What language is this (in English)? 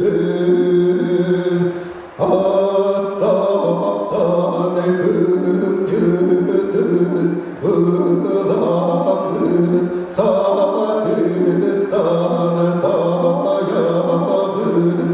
Yakut